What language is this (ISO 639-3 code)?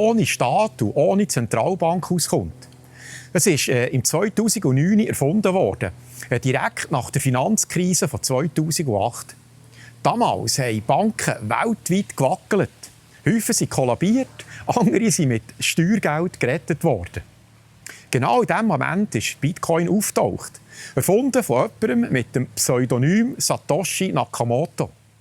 gsw